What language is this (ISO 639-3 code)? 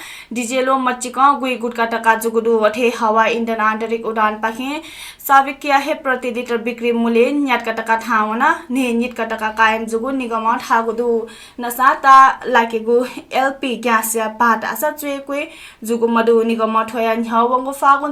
new